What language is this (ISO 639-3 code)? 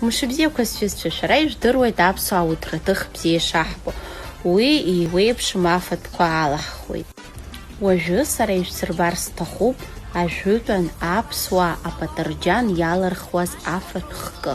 abk